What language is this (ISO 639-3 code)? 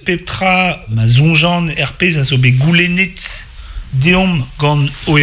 bre